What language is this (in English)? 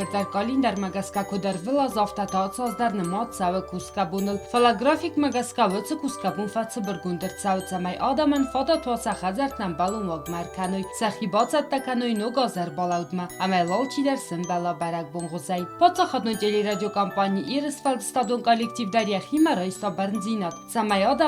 Ossetic